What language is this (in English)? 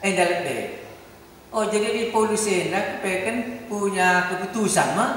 Batak Karo